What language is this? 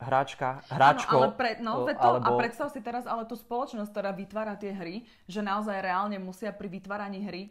Slovak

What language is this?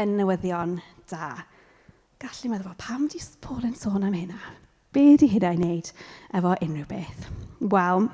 Welsh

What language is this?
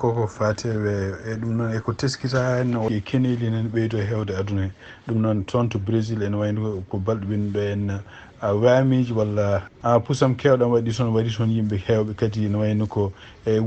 Fula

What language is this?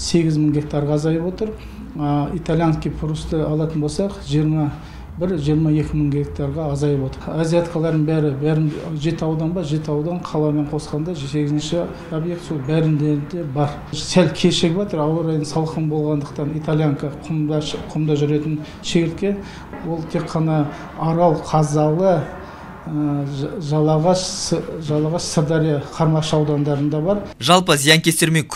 Kazakh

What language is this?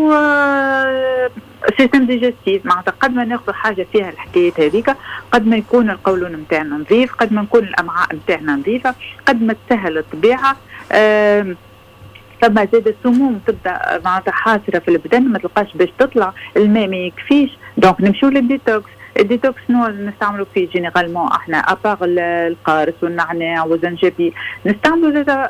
Tunisian Arabic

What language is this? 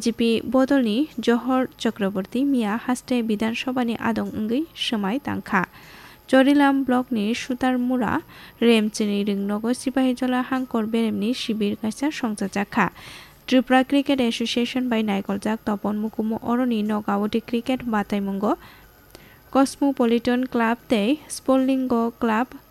Kok Borok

